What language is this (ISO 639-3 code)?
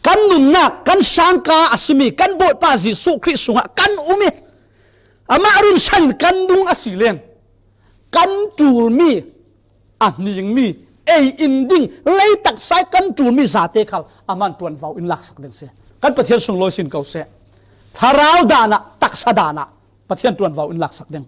cfm